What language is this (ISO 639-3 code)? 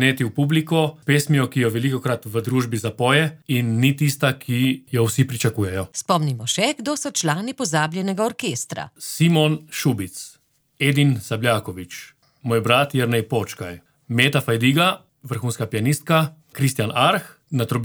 slv